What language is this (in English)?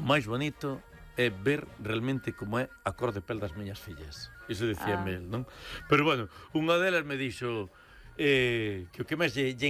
Galician